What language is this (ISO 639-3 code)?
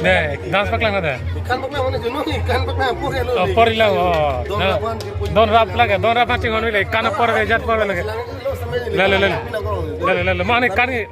mjw